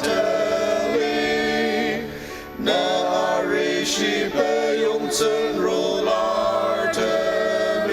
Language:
Ao Naga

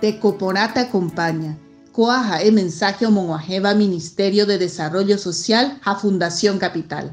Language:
Guarani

